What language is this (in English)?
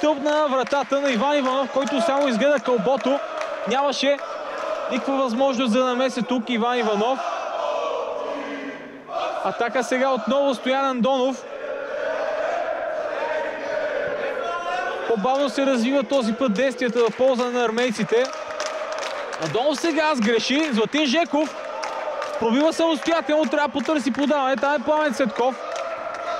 Bulgarian